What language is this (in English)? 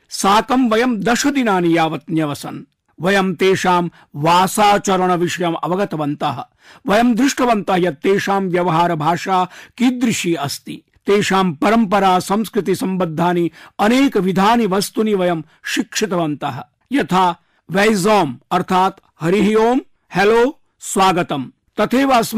Sanskrit